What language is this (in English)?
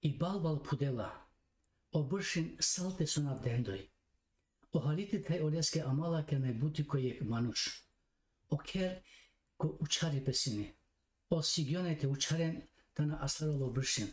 Balkan Romani